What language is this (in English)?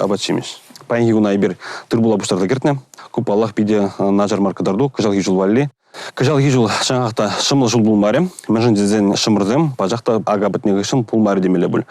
Chuvash